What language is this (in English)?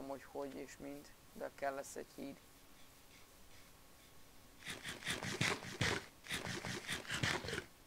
Hungarian